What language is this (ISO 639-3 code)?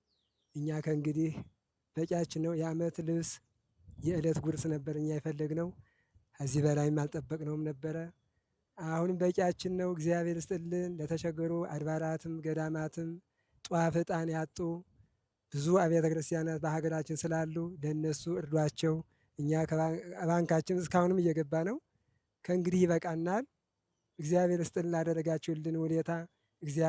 amh